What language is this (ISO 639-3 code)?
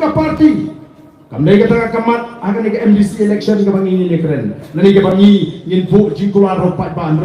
kha